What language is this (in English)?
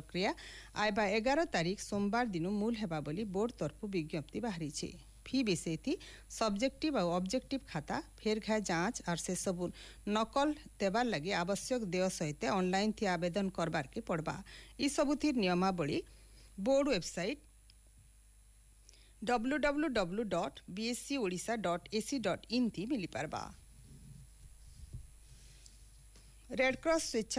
Odia